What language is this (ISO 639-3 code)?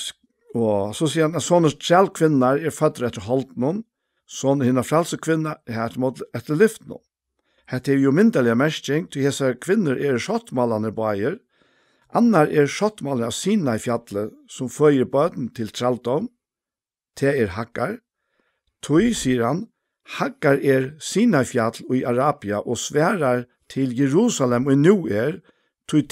fao